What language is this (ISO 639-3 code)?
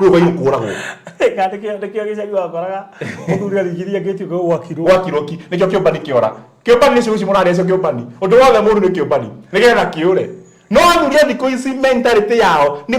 kik